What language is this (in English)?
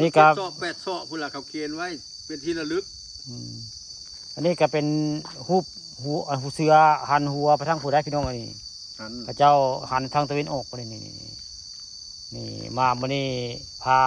Northeastern Thai